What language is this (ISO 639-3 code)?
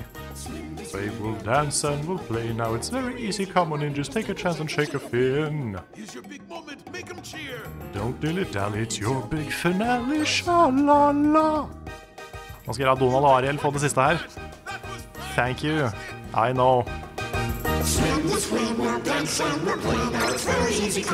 nor